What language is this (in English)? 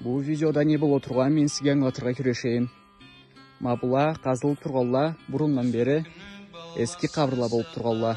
Karachay-Balkar